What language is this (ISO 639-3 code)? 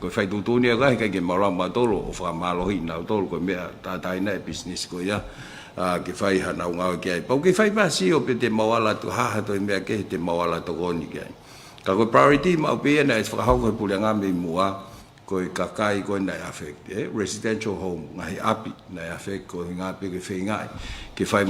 ton